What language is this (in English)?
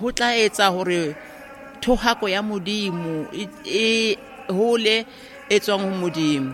Southern Sotho